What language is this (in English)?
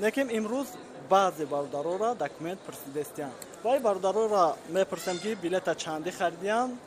Tajik